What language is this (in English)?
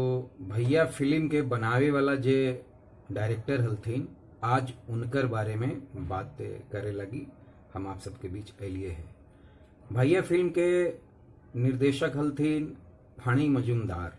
Magahi